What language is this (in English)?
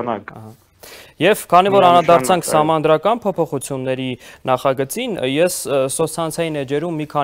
Armenian